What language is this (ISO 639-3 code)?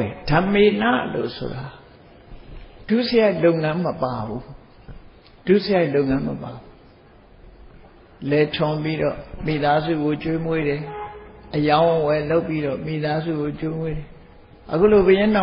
mya